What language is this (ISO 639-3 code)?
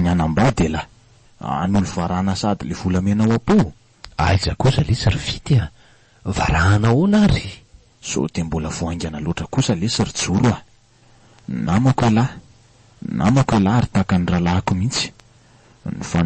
mlg